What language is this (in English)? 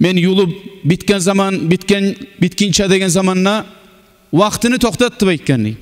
Kumyk